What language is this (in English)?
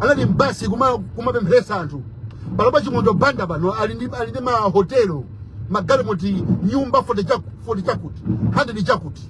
Nyanja